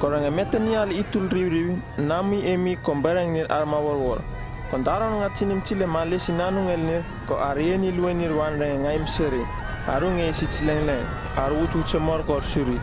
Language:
Uripiv-Wala-Rano-Atchin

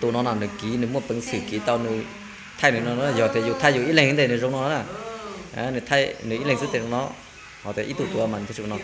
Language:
Hmong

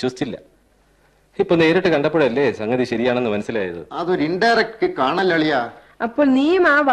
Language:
Malayalam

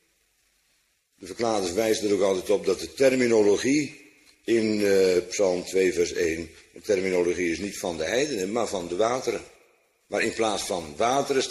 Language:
Dutch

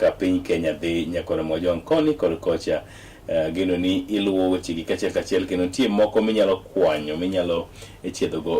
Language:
Luo (Kenya and Tanzania)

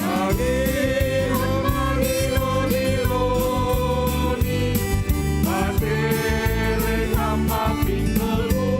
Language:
Batak Simalungun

